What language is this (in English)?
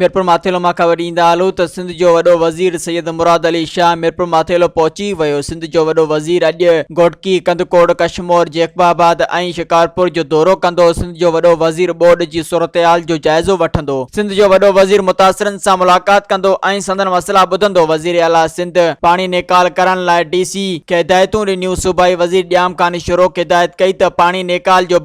Sindhi